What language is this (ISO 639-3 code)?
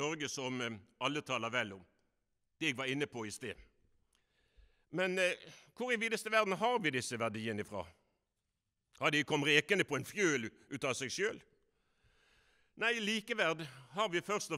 nor